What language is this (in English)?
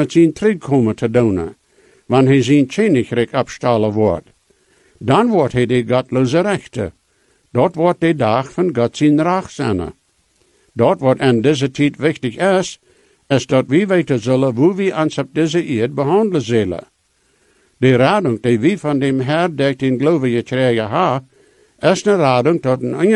Plautdietsch